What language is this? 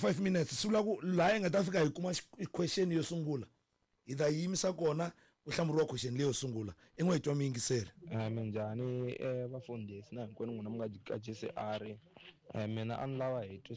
Tsonga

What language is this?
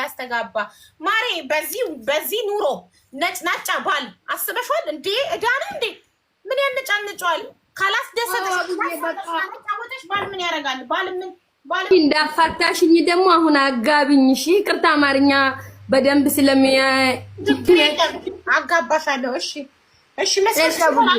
Amharic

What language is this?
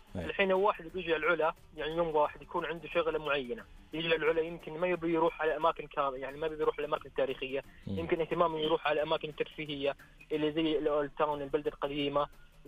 Najdi Arabic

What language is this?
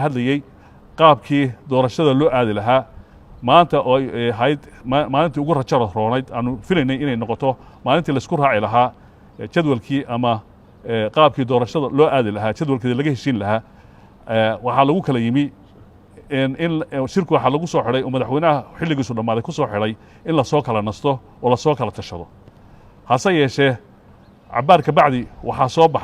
Somali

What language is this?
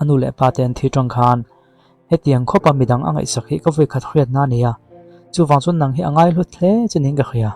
Mizo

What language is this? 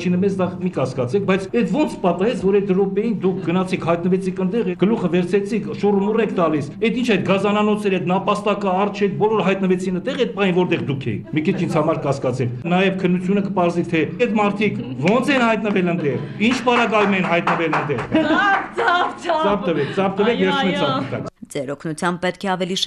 Armenian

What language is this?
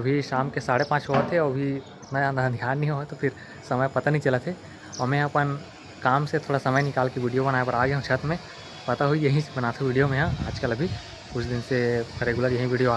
Chhattisgarhi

